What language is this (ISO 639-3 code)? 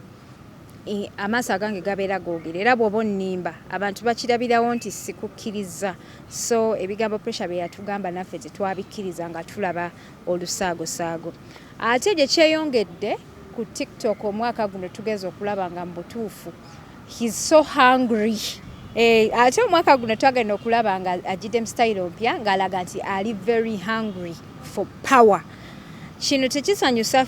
lug